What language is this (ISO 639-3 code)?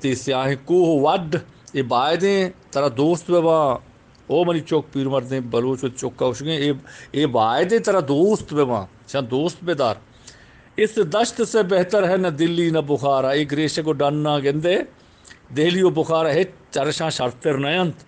bgp